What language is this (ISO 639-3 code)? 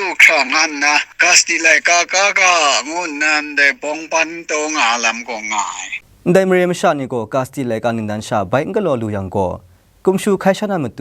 kac